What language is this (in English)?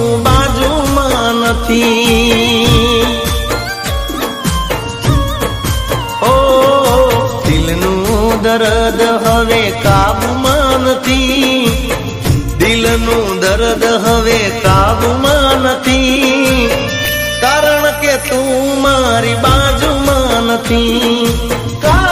Gujarati